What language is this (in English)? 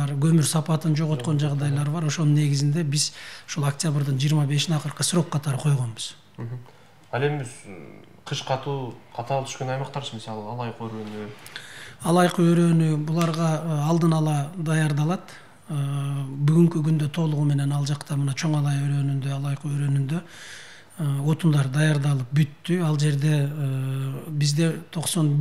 Kyrgyz